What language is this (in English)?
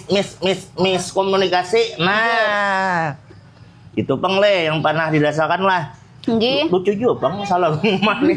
Banjar